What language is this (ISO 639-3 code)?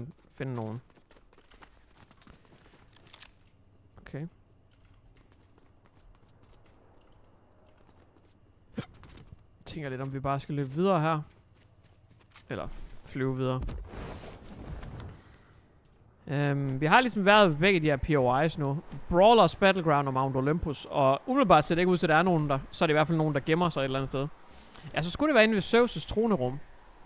dan